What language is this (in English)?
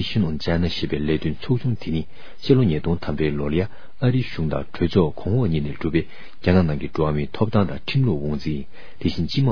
Tibetan